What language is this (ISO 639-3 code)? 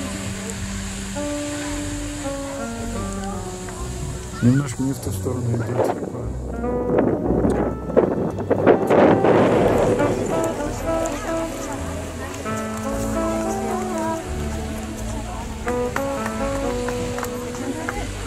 rus